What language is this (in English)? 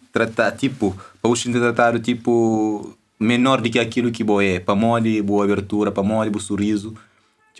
Kabuverdianu